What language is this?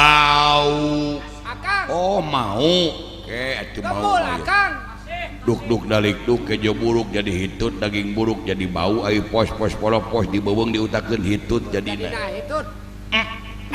Sundanese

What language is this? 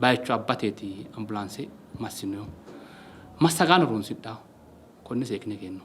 Sidamo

